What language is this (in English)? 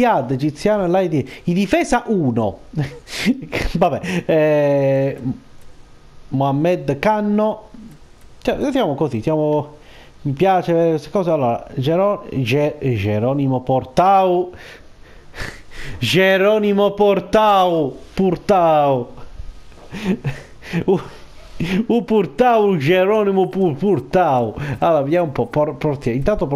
Italian